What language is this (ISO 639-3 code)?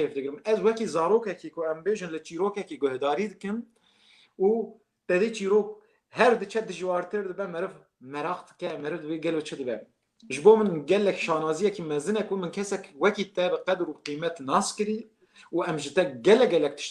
kur